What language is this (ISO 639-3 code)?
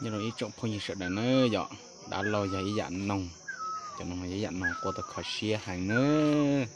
hmn